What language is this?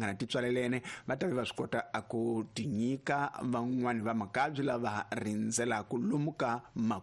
Tsonga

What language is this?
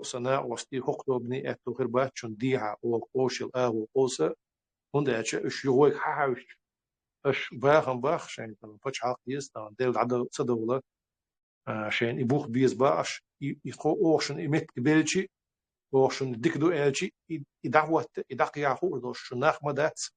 Chechen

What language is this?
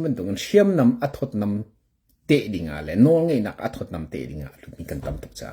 Hakha Chin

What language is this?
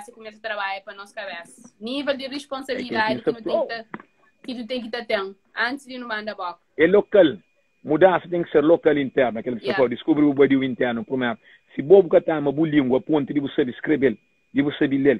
Kabuverdianu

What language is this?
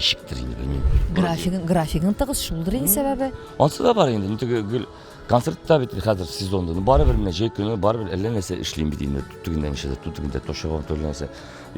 Tatar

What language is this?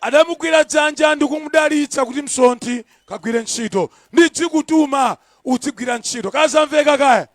Nyanja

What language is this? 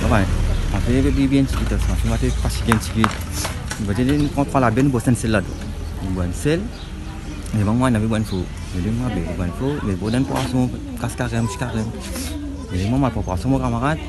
Morisyen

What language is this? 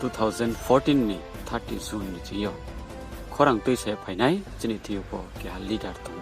Riang (India)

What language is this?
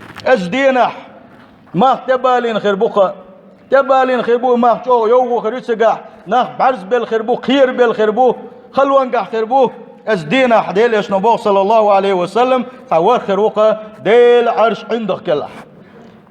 Chechen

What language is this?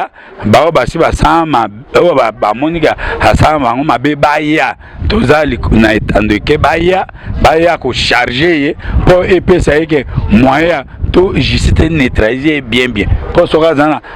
Lingala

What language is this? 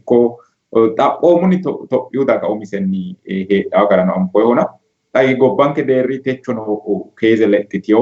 Sidamo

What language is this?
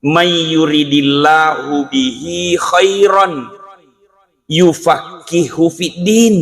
Buginese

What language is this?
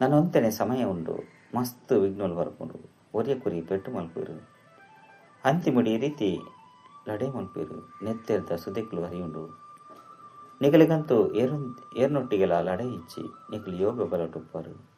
Tulu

